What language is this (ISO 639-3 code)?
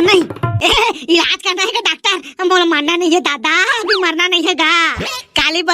hne